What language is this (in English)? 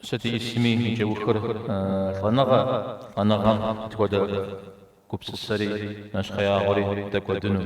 Kabardian